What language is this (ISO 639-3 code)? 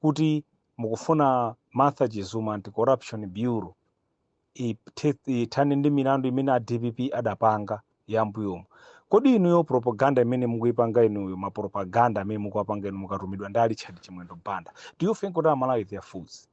nya